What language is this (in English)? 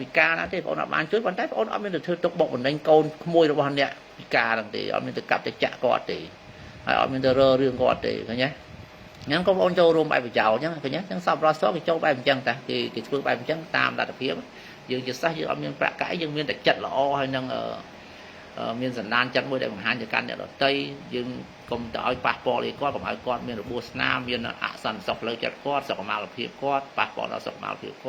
Khmer